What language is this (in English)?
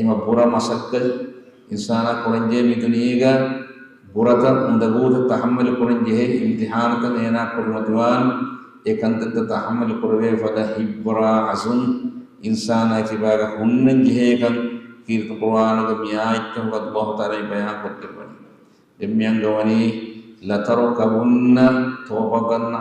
Divehi